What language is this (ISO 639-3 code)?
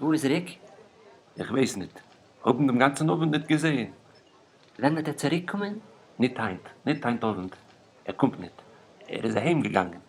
yid